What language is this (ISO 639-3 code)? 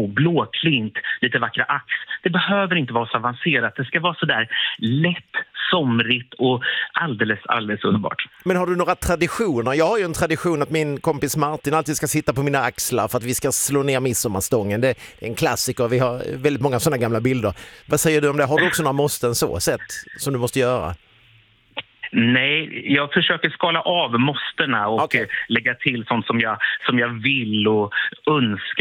swe